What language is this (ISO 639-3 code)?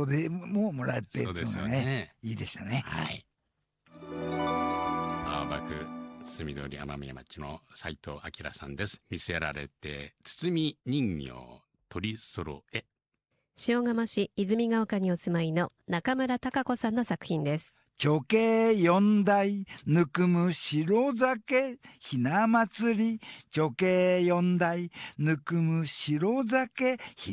jpn